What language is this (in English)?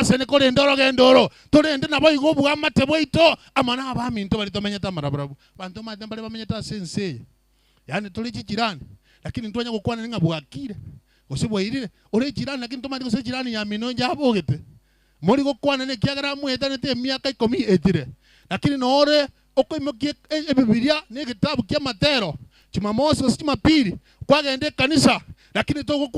Gusii